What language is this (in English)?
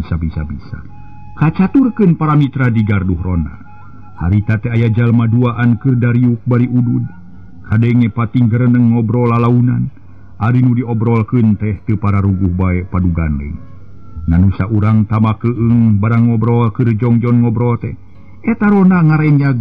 Sundanese